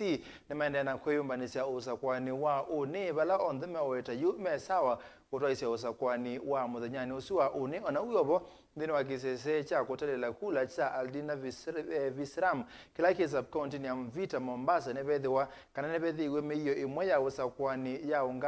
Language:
Kamba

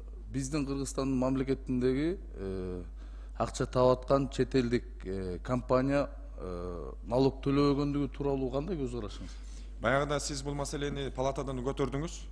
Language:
Kyrgyz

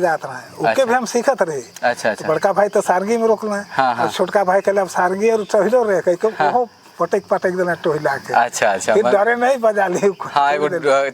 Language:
Sadri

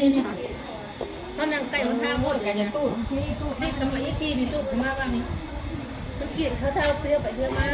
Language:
Northeastern Thai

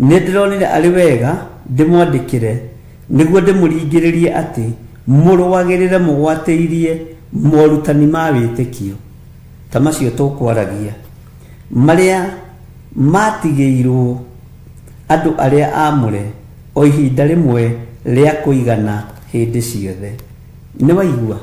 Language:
Kikuyu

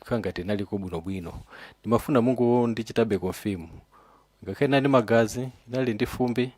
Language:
Nyanja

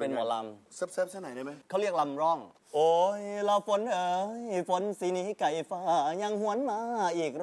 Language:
Thai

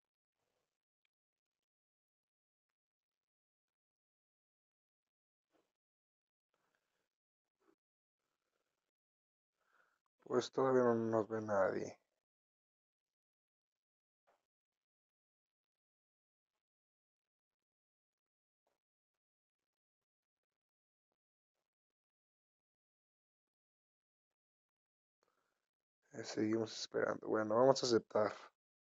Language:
Spanish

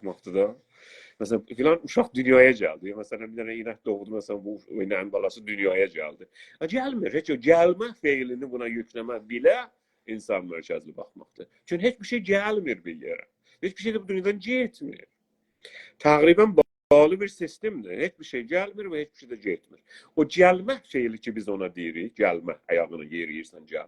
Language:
South Azerbaijani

